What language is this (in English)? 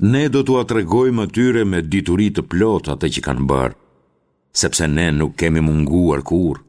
Albanian